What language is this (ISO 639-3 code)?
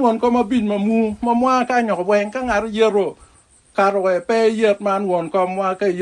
ach